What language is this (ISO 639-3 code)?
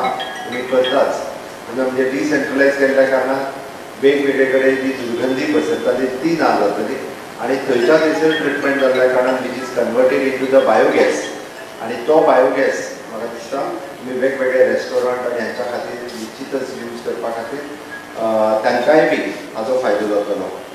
kok